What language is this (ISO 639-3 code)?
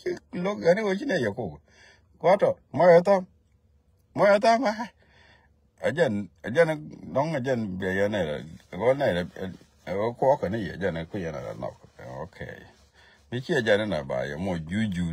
nus